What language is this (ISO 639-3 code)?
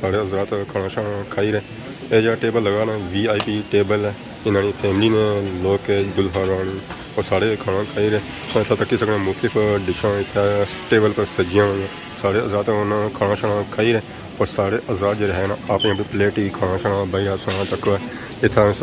phr